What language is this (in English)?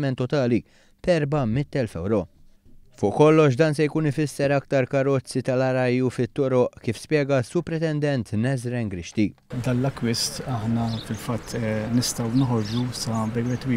Maltese